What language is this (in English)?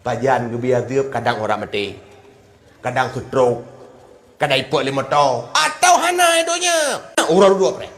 Achinese